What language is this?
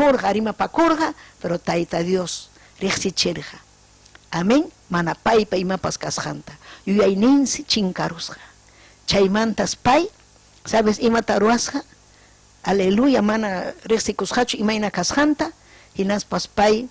Ayacucho Quechua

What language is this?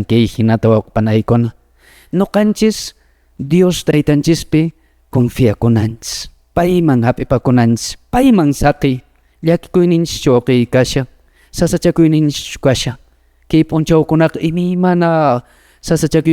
Quechua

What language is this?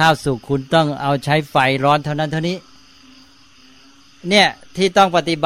Thai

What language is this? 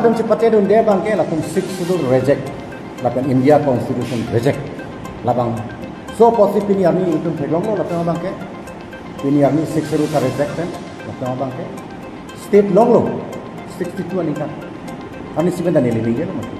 Karbi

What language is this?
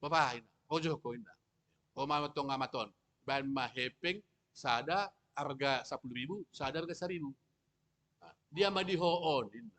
Batak Toba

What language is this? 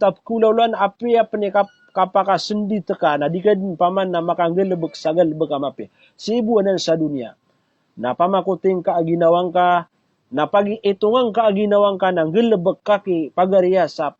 Maranao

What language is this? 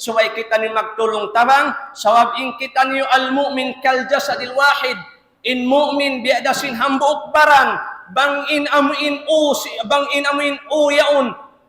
Tausug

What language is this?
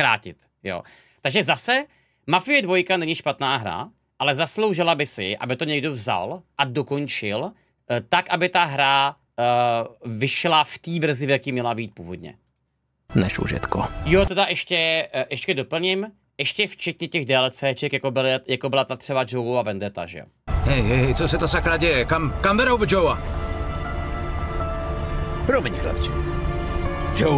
Czech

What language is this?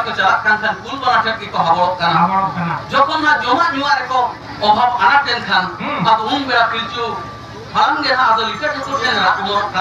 Santali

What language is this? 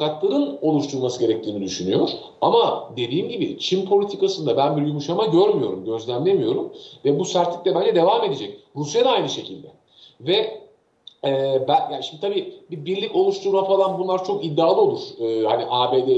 Turkish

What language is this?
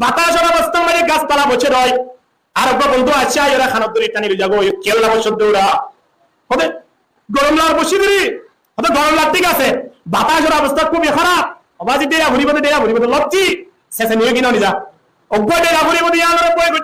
Rohingya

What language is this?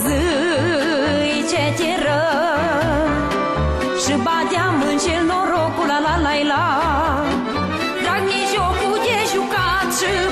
Romanian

